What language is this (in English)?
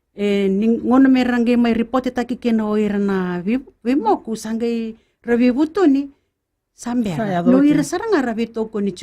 Fijian